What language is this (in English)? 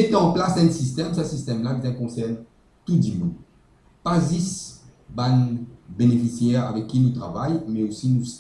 Morisyen